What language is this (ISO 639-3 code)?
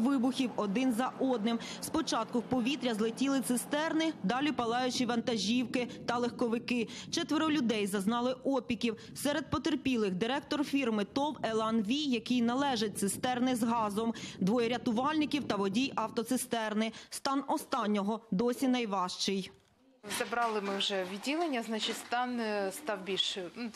ukr